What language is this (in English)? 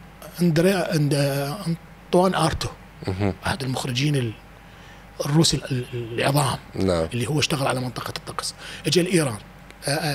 Mesopotamian Arabic